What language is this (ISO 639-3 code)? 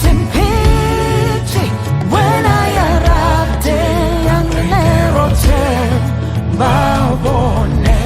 ven